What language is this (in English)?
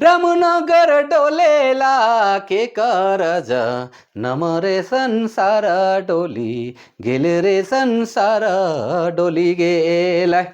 Sadri